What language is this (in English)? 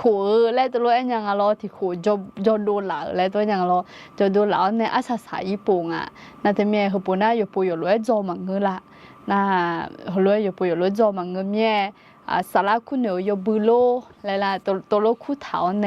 Akha